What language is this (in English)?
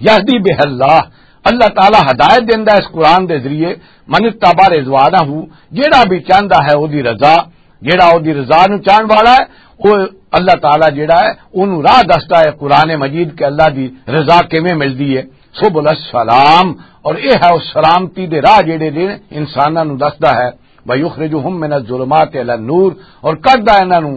Western Panjabi